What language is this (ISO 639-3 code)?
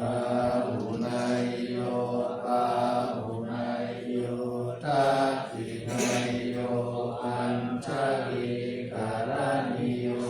pli